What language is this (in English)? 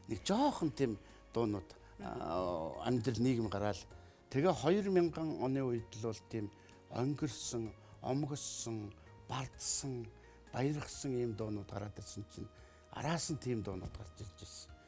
Mongolian